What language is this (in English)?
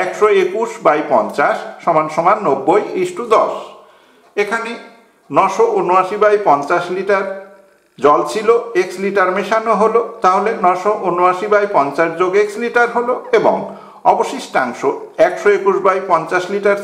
Bangla